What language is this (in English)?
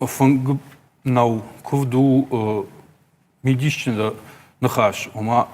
Ossetic